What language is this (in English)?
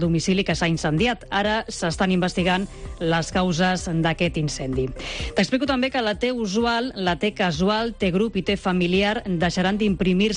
Catalan